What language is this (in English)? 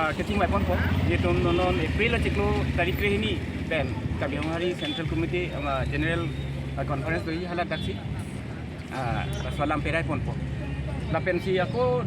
Karbi